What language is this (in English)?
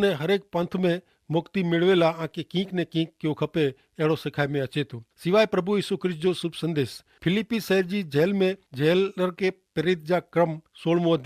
Kachhi